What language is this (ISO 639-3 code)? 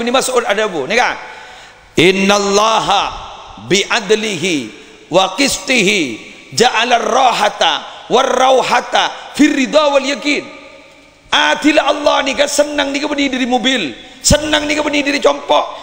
mad